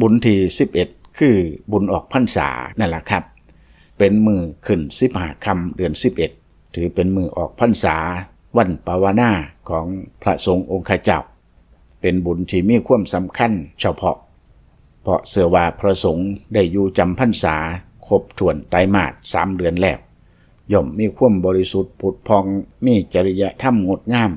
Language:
Lao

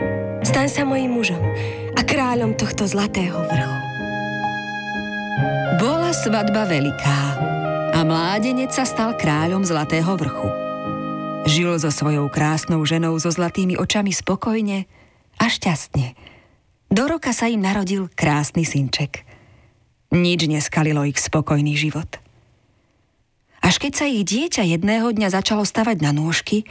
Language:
Slovak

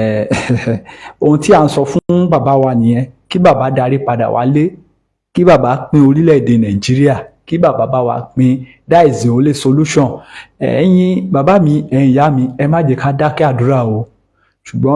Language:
Yoruba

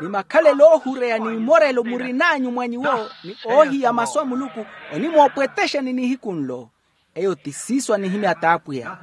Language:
Makhuwa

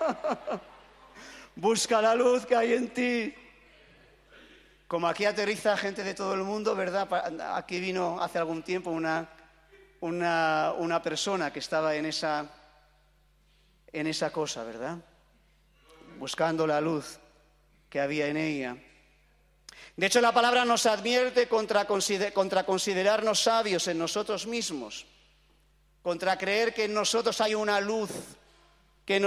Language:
Spanish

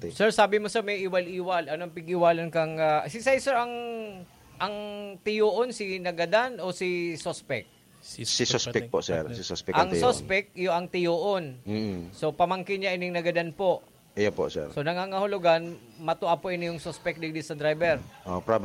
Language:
Bikol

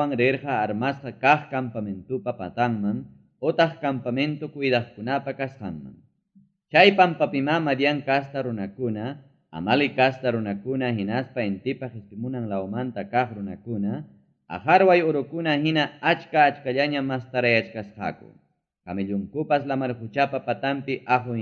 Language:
Ayacucho Quechua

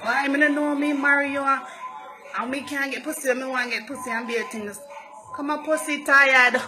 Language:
Jamaican Creole English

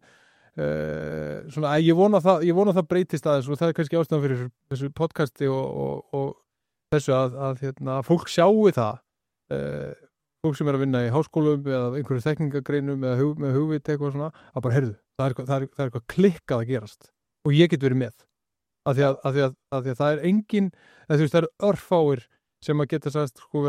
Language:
Icelandic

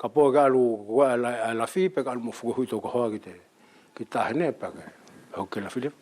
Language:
Wallisian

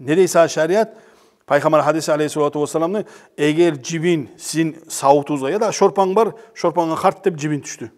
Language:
Kumyk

